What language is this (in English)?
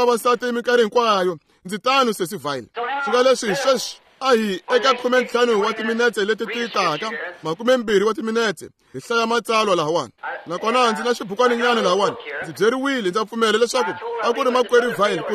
Tsonga